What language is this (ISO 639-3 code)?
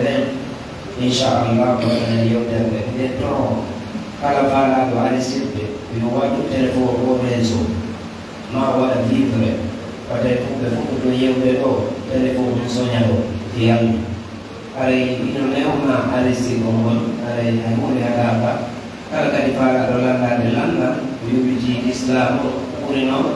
fuf